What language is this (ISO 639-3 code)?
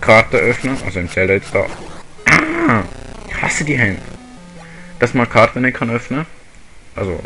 gsw